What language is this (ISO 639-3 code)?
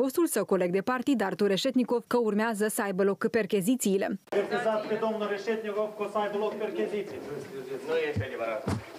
ron